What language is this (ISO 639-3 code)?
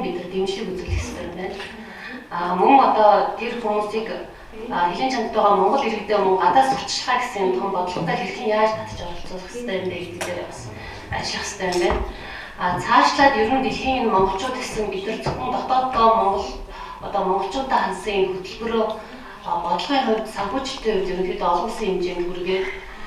mon